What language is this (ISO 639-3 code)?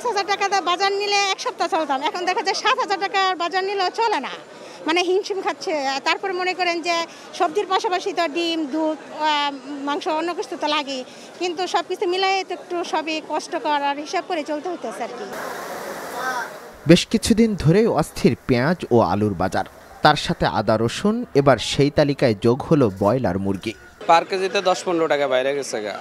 ben